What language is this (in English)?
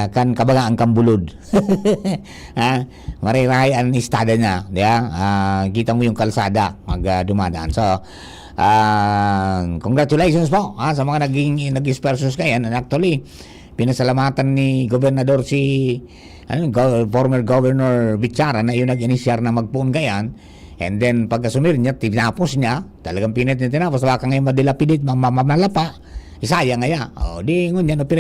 Bikol